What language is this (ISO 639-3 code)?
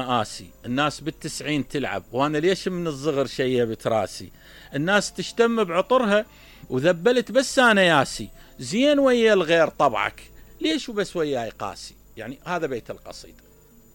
acm